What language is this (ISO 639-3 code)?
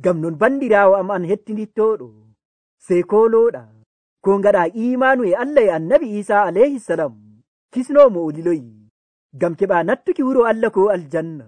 fuv